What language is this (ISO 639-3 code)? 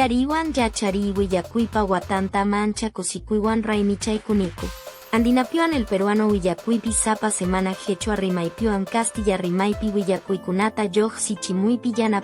que